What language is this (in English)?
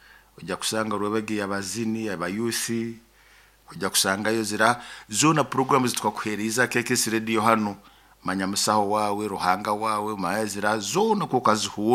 Nyoro